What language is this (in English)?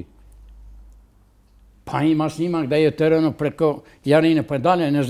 Serbian